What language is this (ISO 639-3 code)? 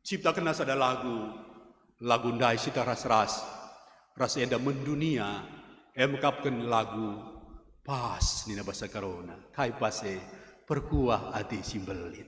btx